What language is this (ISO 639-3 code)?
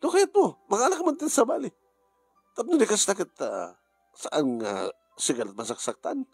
ilo